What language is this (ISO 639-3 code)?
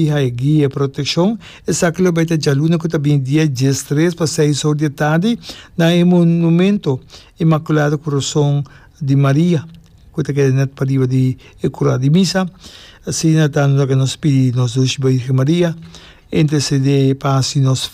pap